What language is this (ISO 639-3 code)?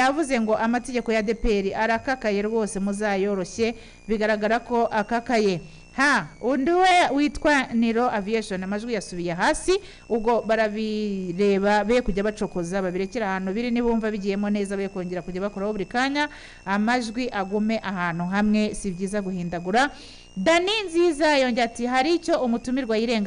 kin